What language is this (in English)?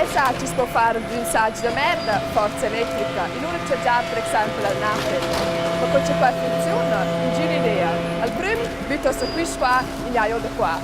Romansh